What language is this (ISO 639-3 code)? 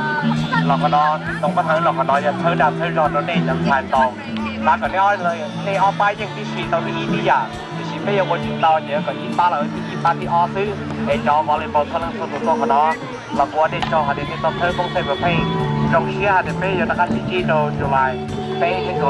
hmn